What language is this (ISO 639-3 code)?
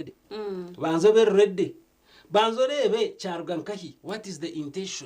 nyn